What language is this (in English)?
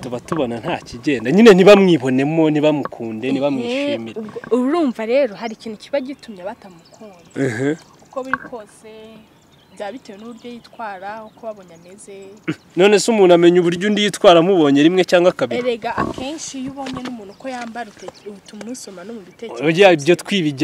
Kinyarwanda